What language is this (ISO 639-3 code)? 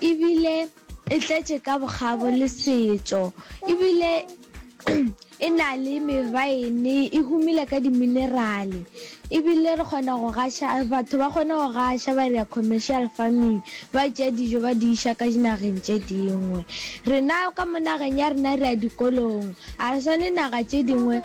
nso